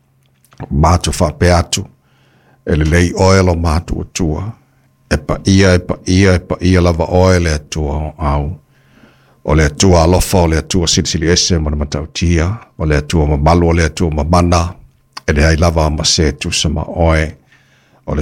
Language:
Samoan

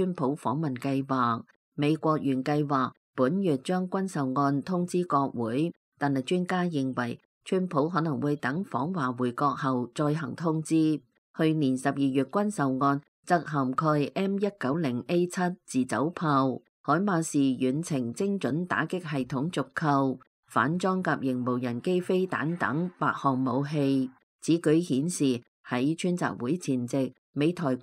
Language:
Cantonese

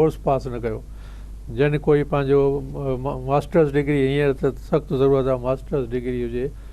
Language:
Sindhi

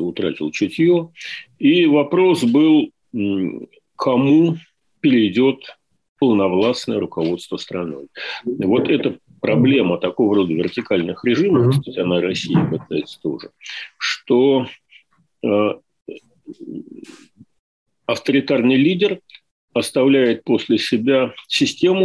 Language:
Russian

